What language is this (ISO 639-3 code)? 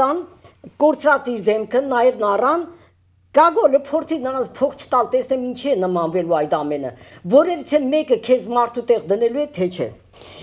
hye